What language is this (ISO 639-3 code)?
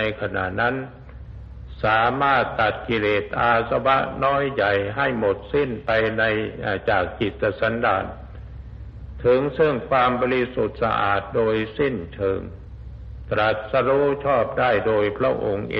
tha